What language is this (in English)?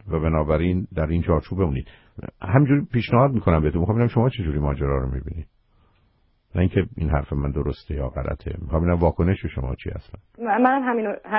Persian